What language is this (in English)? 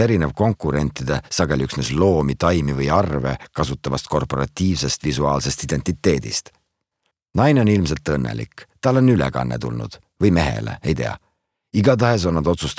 Estonian